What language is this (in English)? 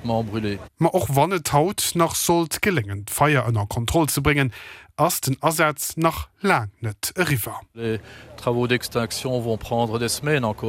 Luxembourgish